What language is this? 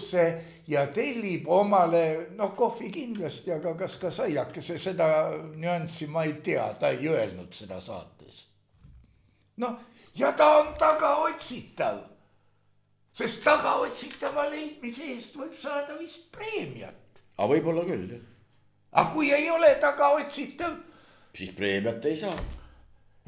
Estonian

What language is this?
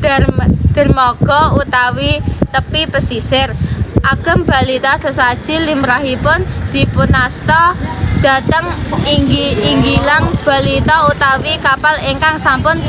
Javanese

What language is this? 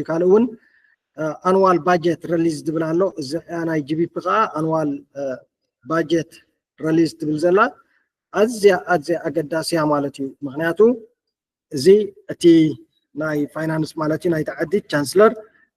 Tigrinya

